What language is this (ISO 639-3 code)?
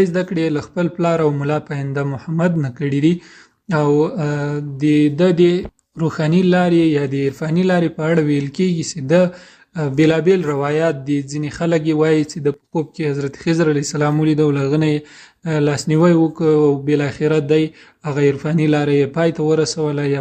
pus